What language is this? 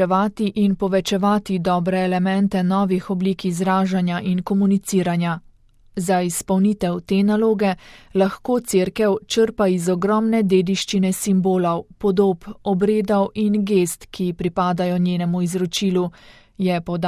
Slovenian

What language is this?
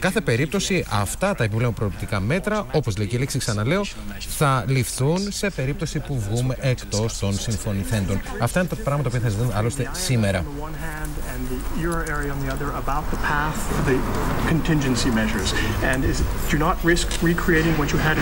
Greek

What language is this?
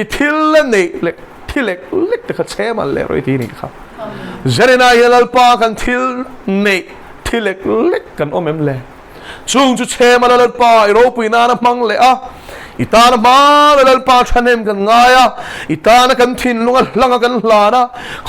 Mizo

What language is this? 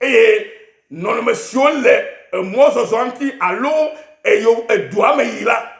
Ewe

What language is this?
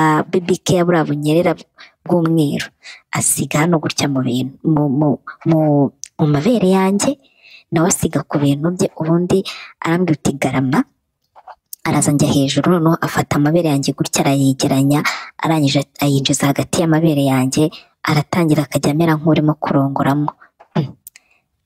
Kinyarwanda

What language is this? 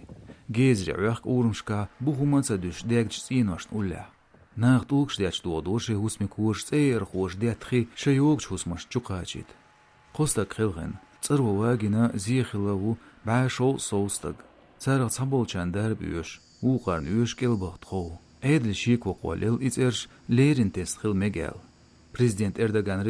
Chechen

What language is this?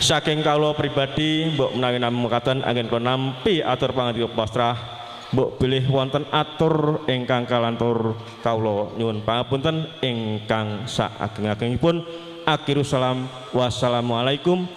Javanese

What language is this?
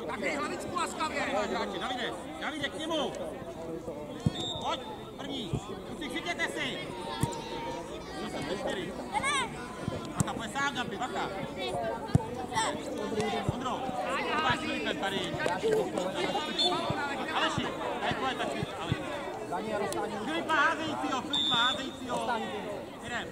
Czech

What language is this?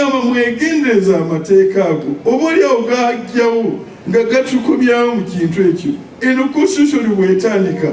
Ganda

